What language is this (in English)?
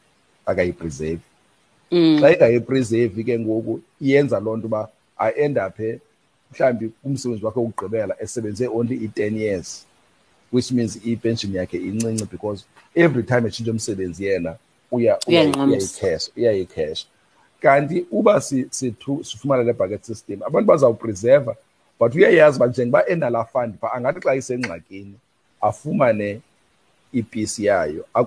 Xhosa